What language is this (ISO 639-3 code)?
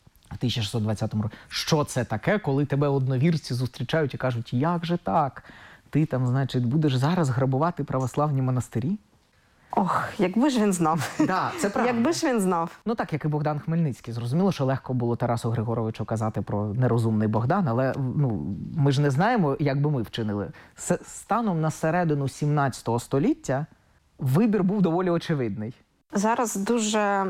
ukr